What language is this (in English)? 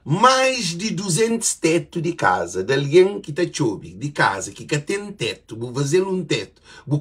Kabuverdianu